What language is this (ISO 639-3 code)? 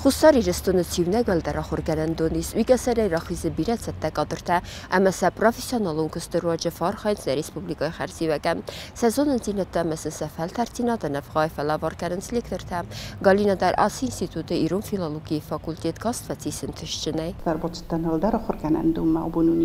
oss